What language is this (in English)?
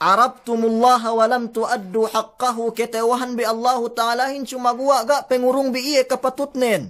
Yakan